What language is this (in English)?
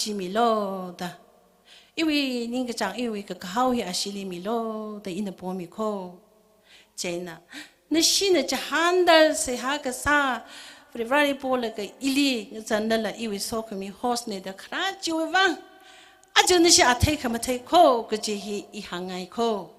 Tangkhul Naga (India)